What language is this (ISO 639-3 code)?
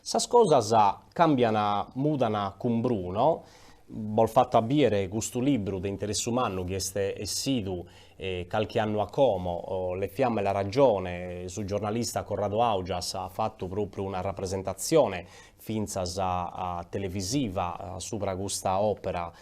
srd